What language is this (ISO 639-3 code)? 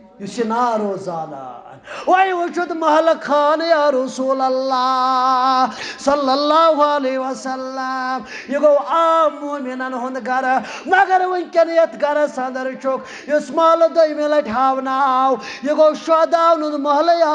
kas